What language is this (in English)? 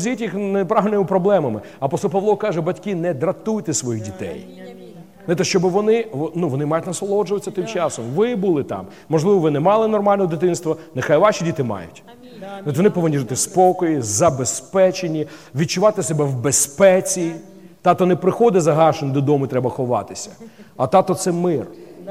Ukrainian